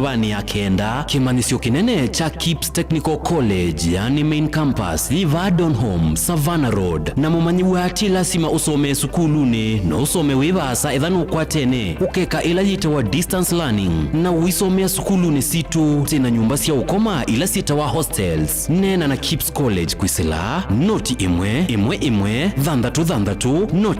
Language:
Kamba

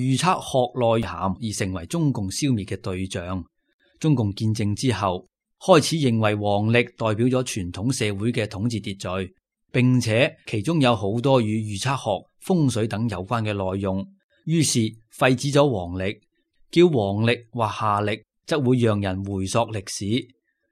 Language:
Cantonese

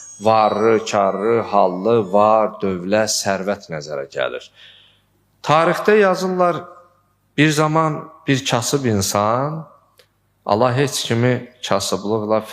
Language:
Azerbaijani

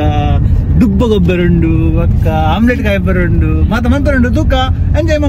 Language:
Tulu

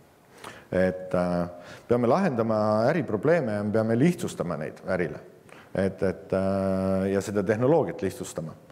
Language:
Estonian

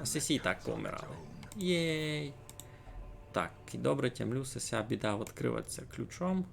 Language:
Rusyn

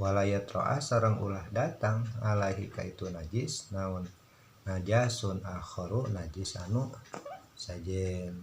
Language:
Sundanese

